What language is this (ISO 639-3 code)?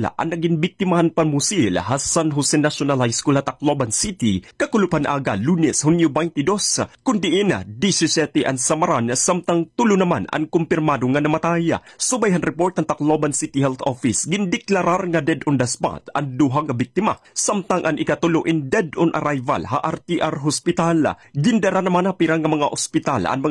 war